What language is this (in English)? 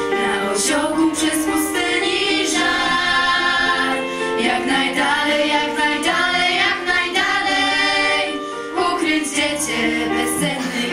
Polish